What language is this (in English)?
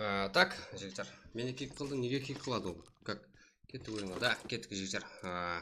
Kara-Kalpak